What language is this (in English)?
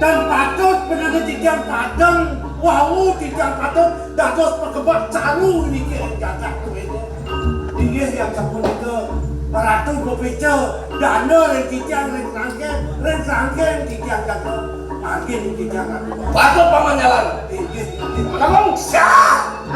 Balinese